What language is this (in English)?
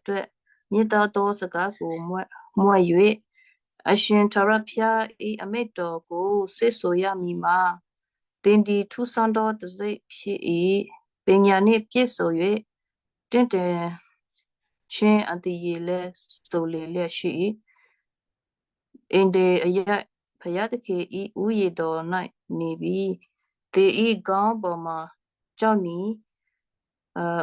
Western Kayah